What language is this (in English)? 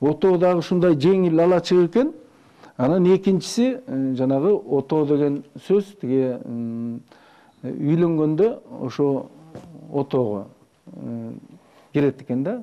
Kyrgyz